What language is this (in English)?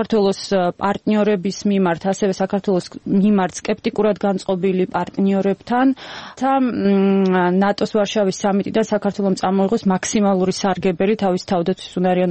Georgian